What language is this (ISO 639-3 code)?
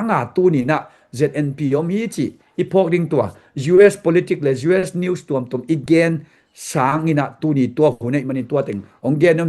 ctd